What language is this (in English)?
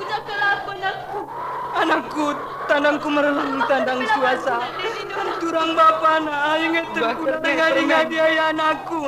Batak Karo